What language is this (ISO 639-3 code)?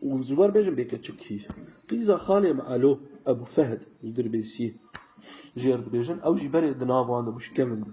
kur